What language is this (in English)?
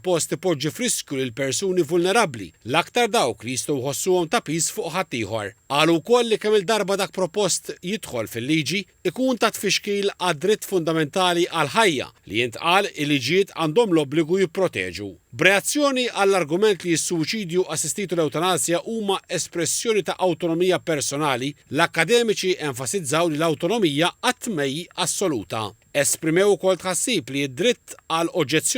Maltese